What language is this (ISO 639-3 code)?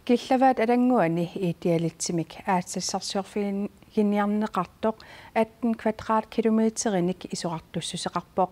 kal